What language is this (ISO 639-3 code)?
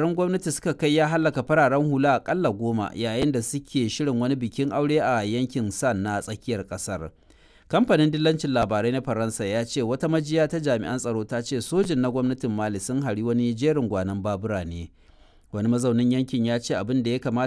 hau